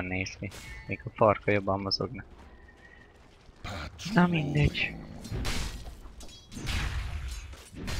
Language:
Hungarian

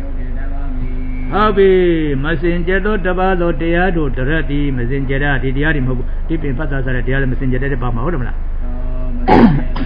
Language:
Burmese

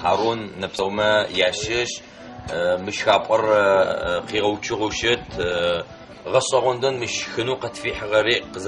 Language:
Adyghe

